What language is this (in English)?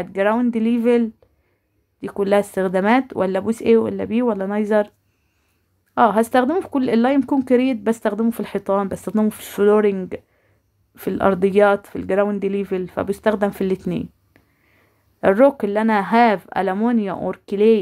Egyptian Arabic